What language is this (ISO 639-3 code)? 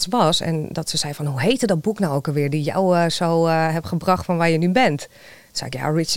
nld